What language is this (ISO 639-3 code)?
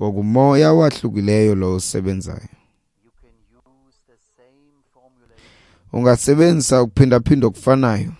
xho